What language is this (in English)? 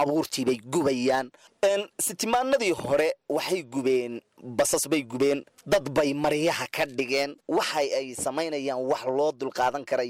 Somali